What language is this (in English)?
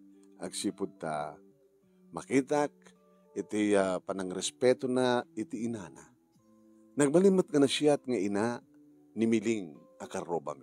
Iloko